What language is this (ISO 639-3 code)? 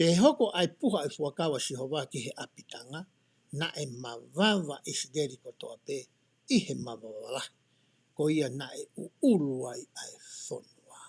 ton